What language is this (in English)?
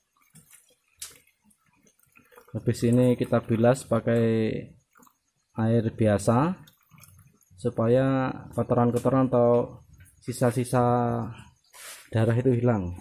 Indonesian